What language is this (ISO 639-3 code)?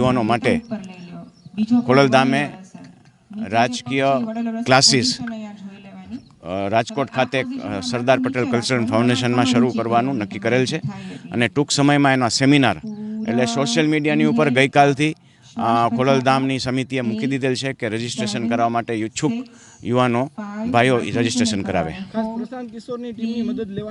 guj